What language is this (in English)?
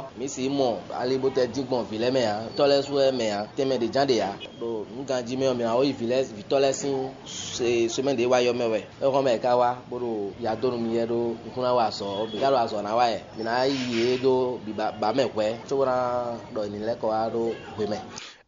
Fon